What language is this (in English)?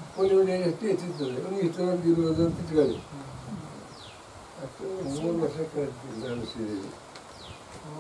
Kannada